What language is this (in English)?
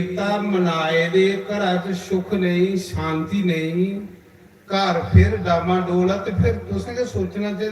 Dogri